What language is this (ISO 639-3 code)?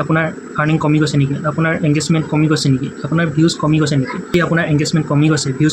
asm